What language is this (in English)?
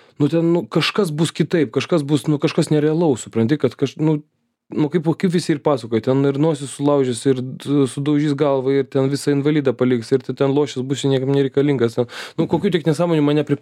Lithuanian